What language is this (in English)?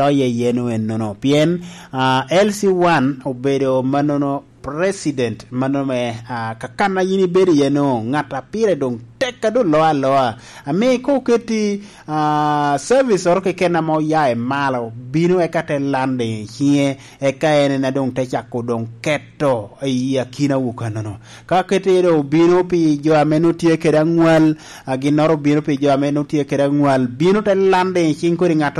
Lango (Uganda)